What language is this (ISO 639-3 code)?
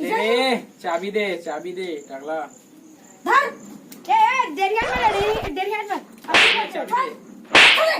hne